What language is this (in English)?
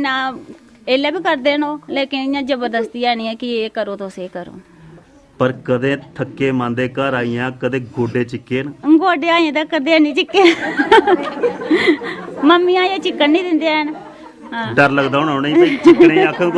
Dogri